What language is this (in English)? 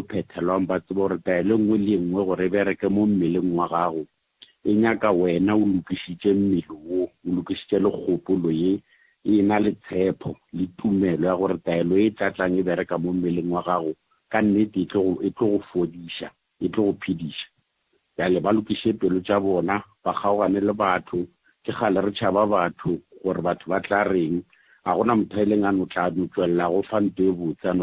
Northern Sotho